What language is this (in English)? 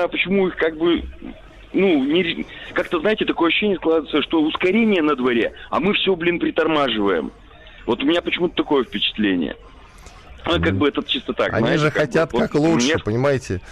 Russian